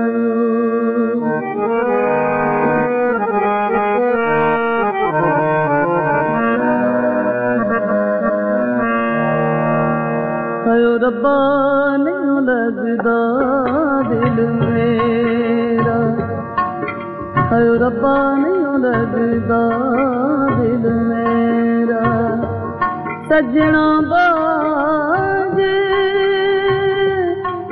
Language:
Punjabi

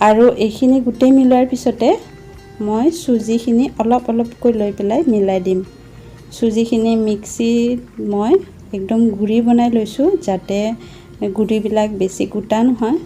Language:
Assamese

